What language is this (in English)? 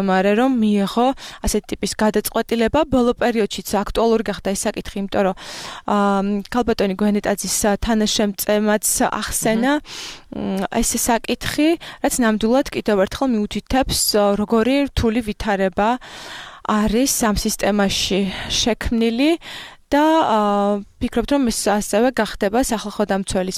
Georgian